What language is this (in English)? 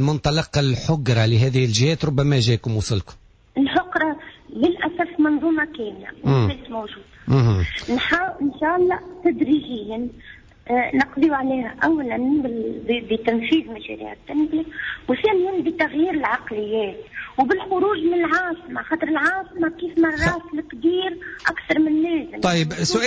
Tunisian Arabic